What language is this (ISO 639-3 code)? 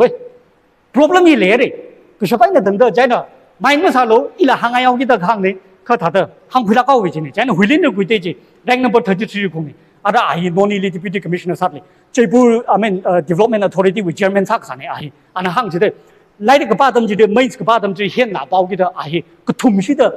nmf